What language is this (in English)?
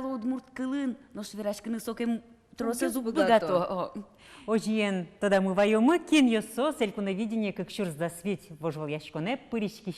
Udmurt